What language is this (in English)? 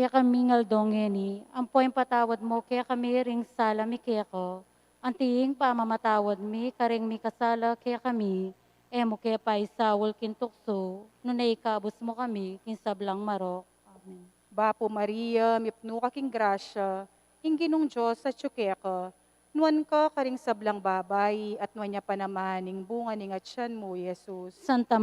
Pampanga